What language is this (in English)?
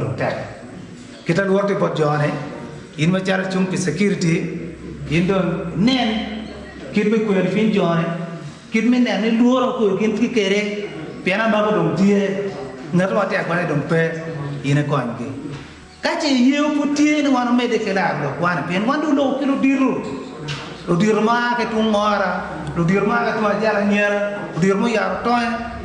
Acoli